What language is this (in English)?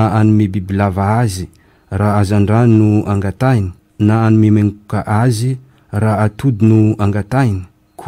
Malagasy